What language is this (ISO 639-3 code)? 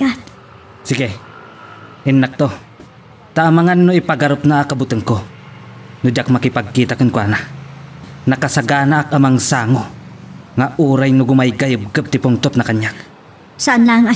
ilo